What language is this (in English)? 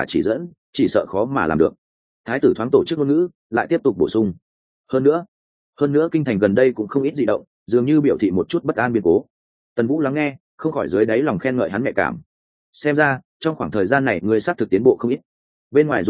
Vietnamese